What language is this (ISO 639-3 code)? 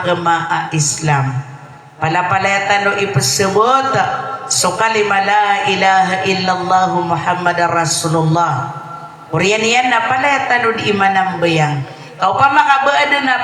mrw